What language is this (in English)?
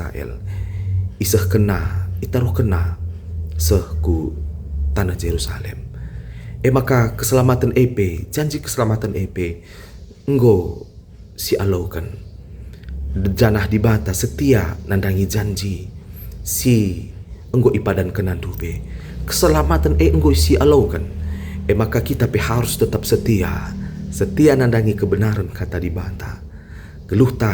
Batak Karo